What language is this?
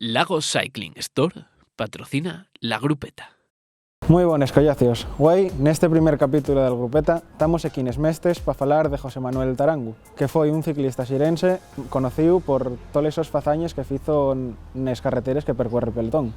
Asturian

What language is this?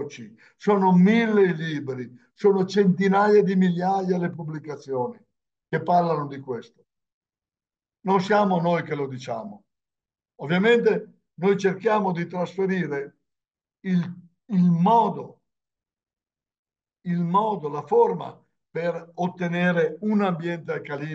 Italian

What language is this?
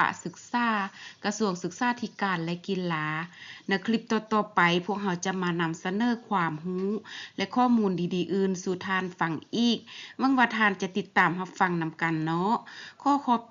Lao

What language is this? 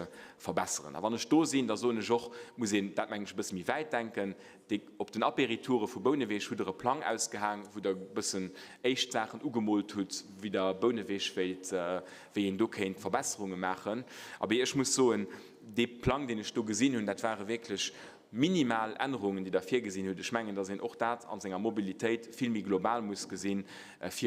Luxembourgish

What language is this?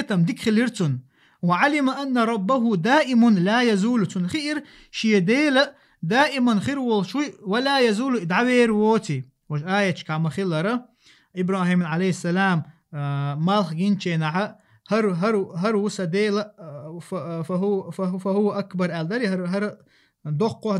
Chechen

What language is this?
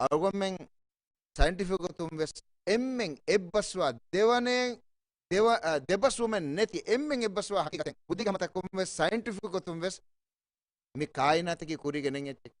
Divehi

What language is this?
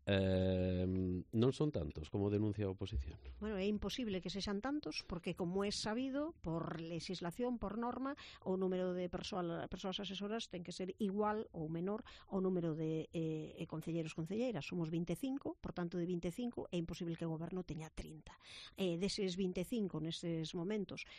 Galician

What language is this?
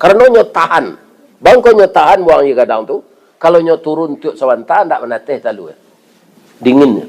Minangkabau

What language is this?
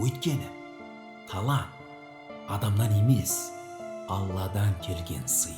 Kara-Kalpak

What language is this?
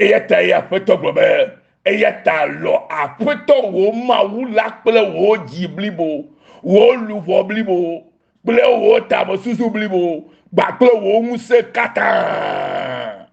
Ewe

